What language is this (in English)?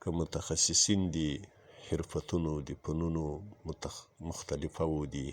Pashto